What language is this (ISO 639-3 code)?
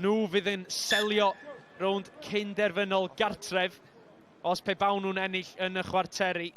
cym